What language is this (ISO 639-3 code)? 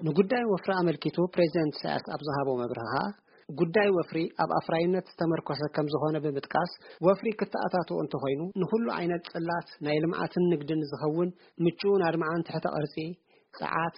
tir